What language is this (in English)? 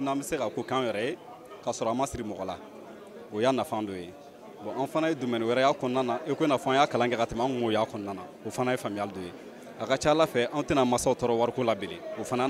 Bambara